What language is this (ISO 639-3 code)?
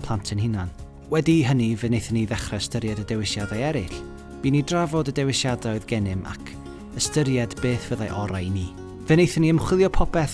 cym